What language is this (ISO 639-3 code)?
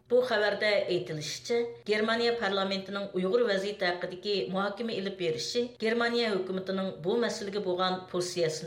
uig